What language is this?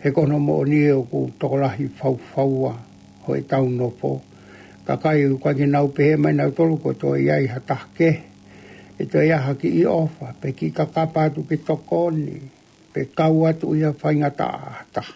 Tongan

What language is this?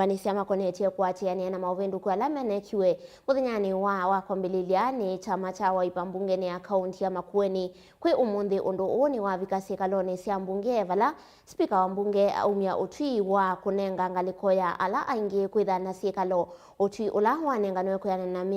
Kamba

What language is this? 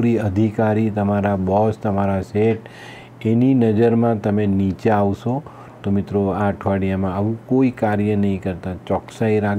Gujarati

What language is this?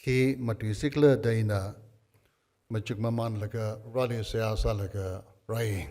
Tangkhul Naga (India)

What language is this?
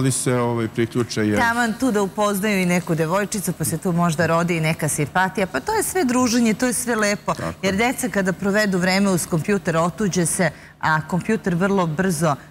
Serbian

